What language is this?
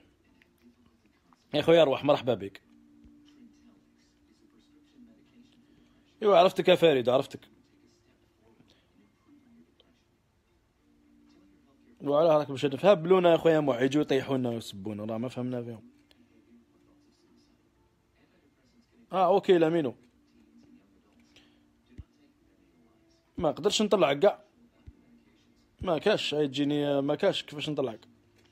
Algerian Arabic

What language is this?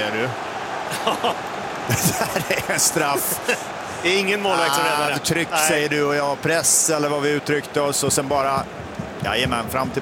Swedish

